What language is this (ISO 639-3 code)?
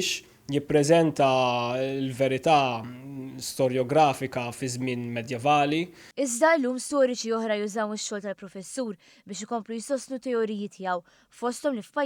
mlt